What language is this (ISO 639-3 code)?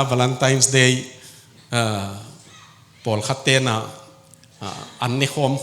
ctd